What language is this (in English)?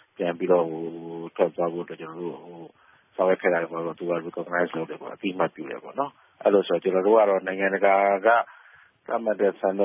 Burmese